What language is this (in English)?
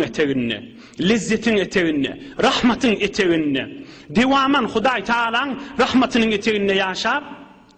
Turkmen